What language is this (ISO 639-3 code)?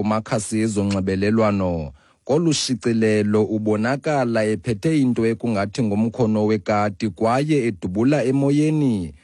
xho